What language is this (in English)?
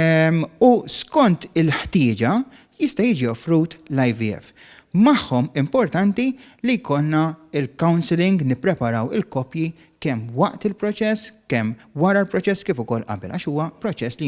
Maltese